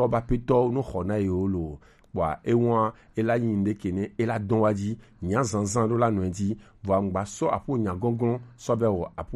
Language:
Gen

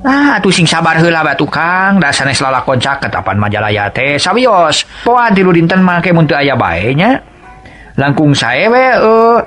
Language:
Sundanese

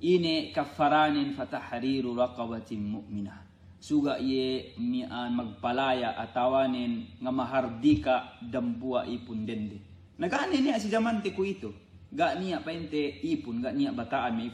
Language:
Yakan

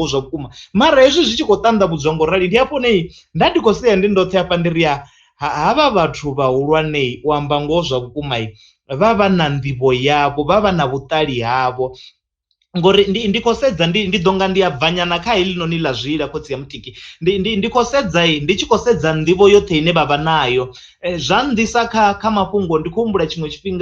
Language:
Venda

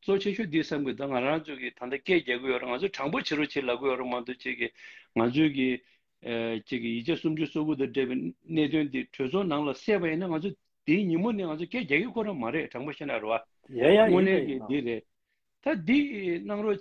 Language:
Tibetan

